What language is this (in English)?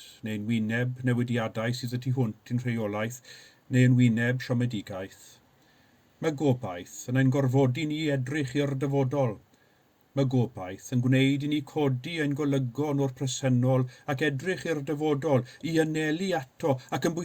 Welsh